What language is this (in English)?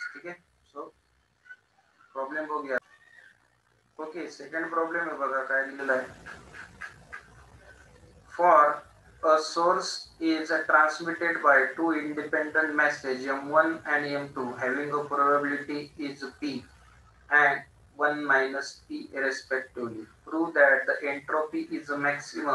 Marathi